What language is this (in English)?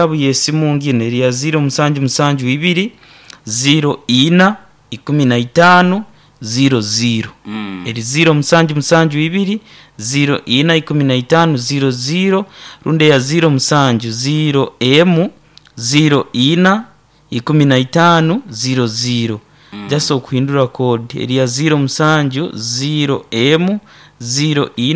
Nyoro